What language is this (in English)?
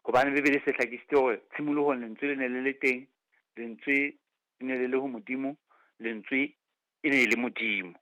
Southern Sotho